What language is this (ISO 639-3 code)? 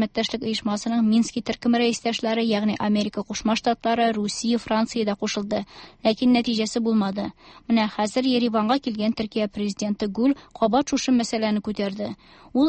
tat